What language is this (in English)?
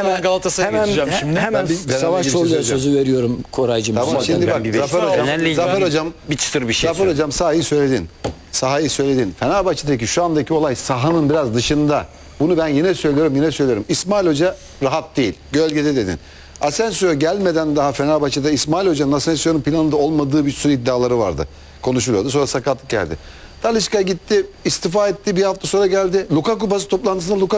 Turkish